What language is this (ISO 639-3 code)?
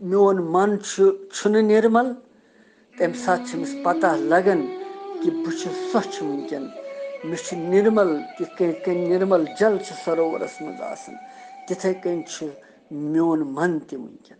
kas